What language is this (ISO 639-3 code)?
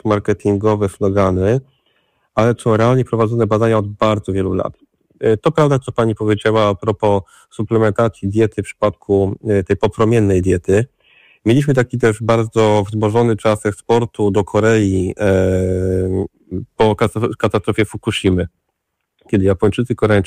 pol